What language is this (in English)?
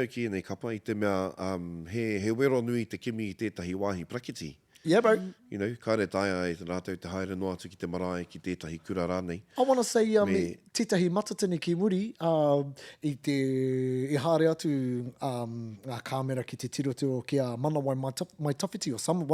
Māori